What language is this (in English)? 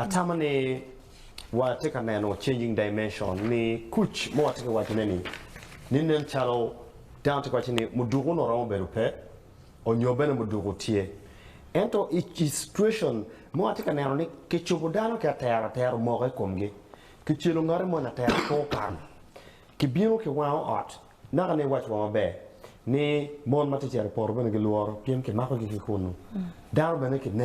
Acoli